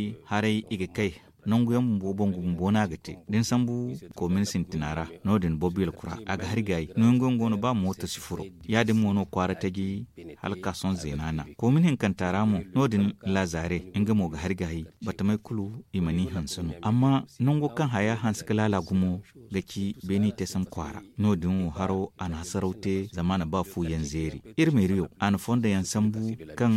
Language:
Zarma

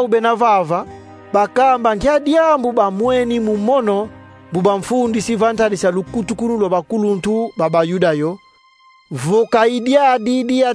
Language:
Kongo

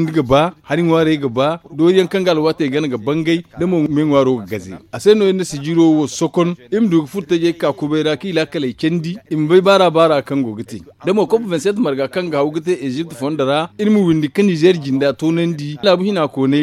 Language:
Zarma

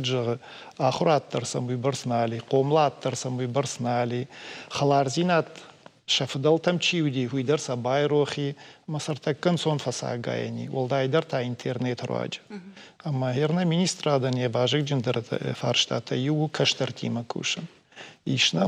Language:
Ossetic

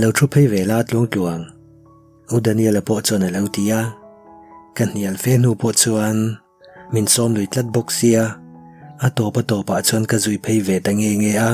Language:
Mizo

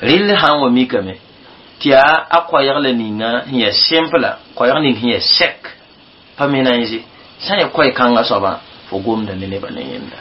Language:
Mossi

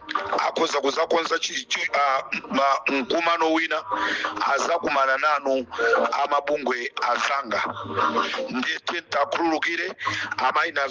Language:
Nyanja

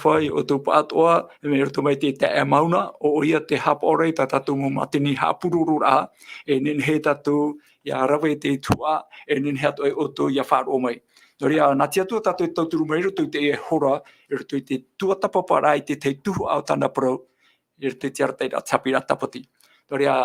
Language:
Tahitian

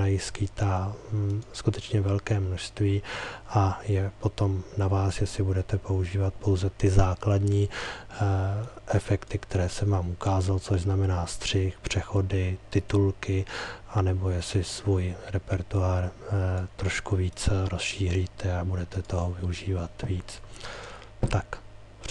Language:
Czech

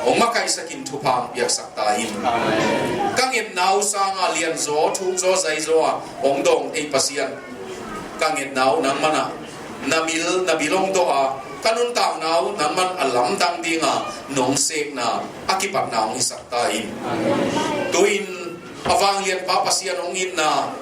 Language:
Tedim Chin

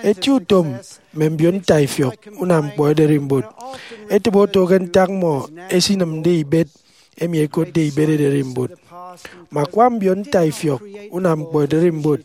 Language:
Efik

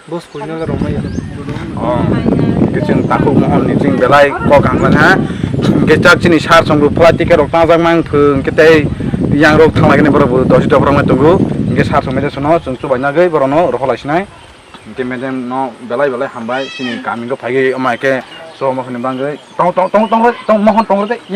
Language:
Kok Borok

